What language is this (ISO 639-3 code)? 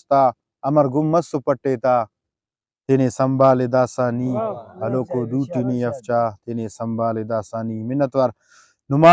brh